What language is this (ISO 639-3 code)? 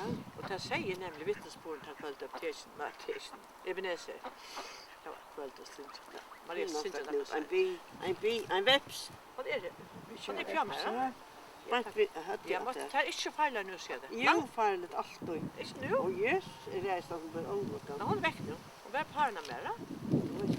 fao